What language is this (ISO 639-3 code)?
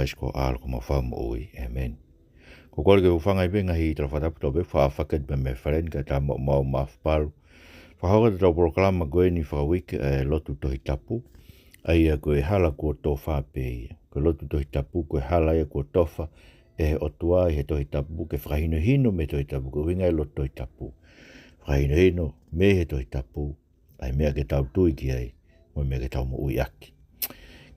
ton